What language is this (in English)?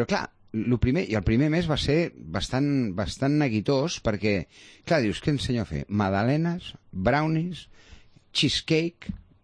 Catalan